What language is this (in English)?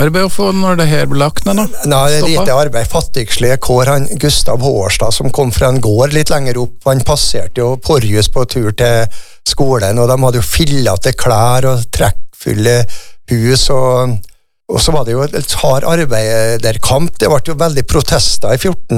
Norwegian